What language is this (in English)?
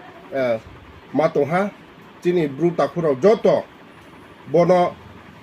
Riang (India)